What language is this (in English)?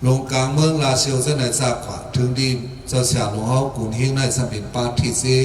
Shan